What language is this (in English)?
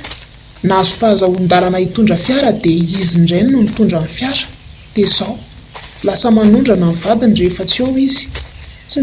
Malagasy